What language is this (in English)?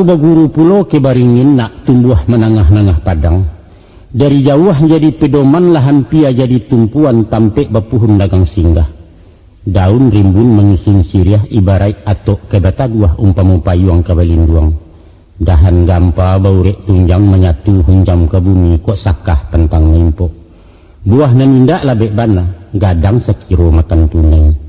Minangkabau